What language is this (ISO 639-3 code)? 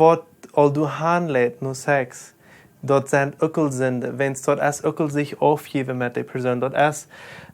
pdt